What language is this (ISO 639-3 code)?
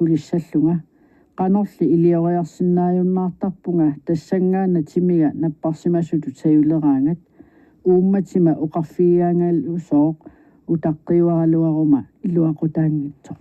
kal